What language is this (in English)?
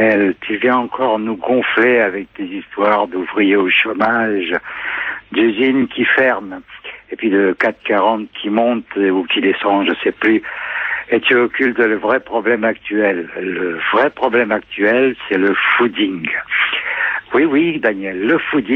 French